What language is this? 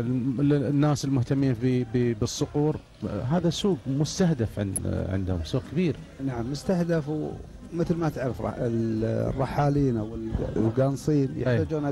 Gulf Arabic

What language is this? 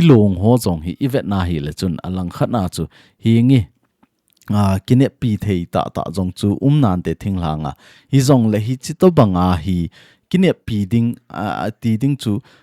Thado Chin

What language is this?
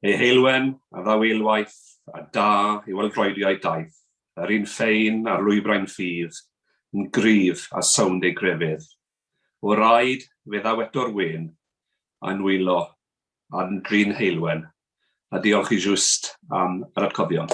Welsh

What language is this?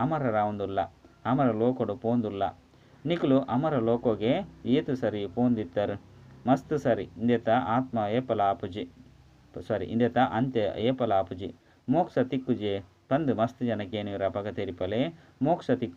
Tulu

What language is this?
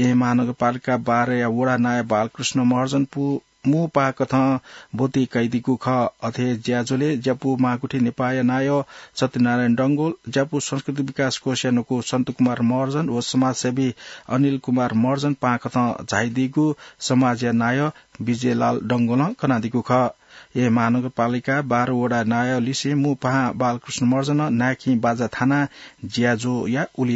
Newari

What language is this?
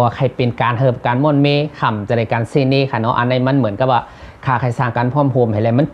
Shan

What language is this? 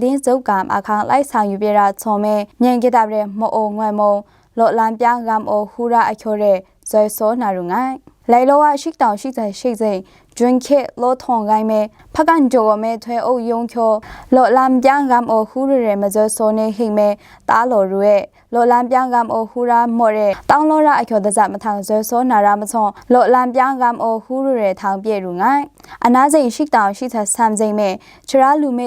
Maru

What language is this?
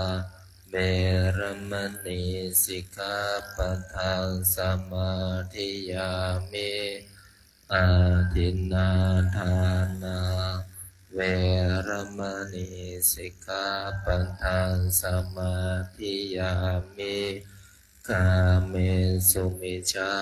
Pali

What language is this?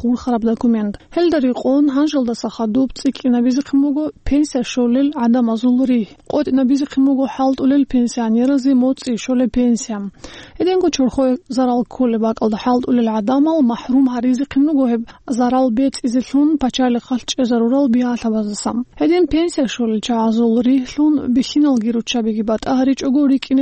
Avaric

